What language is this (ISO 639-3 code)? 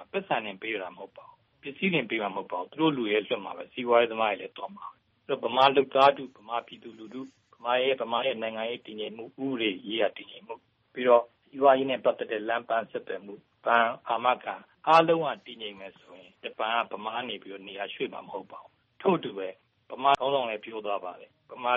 mya